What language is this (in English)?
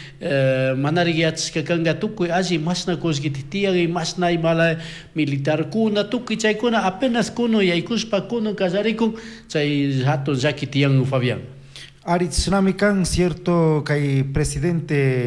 Chimborazo Highland Quichua